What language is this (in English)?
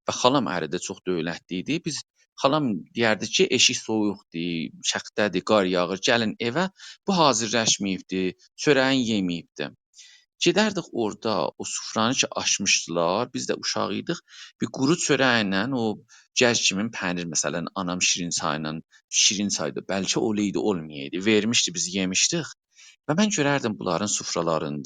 South Azerbaijani